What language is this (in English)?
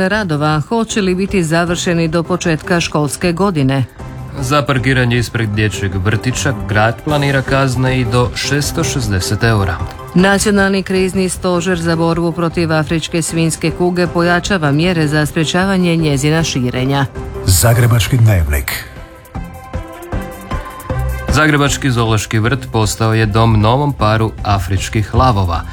Croatian